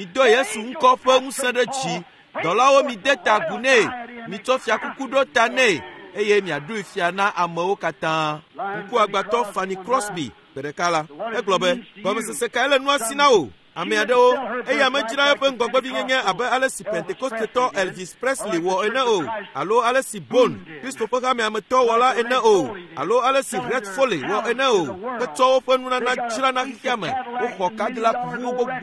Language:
Ewe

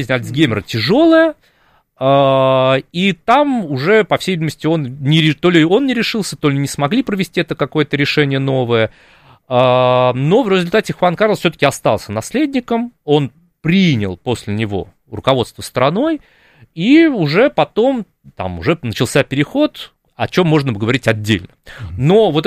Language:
Russian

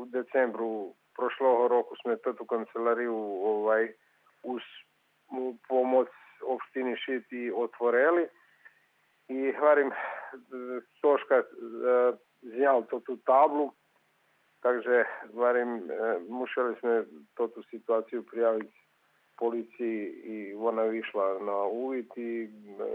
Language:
Rusyn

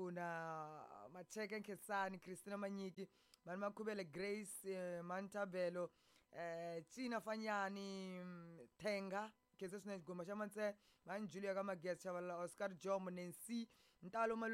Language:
Tsonga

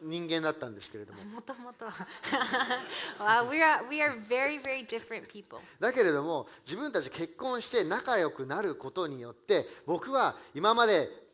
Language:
Japanese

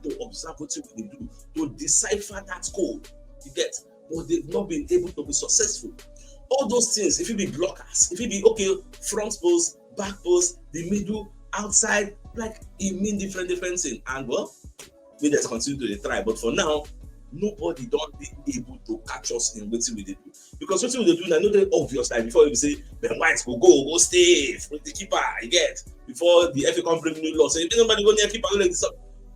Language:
Nigerian Pidgin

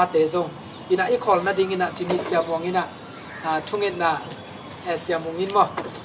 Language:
Tedim Chin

